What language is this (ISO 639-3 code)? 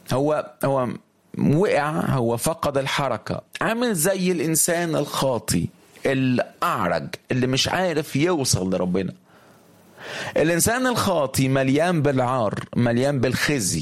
arz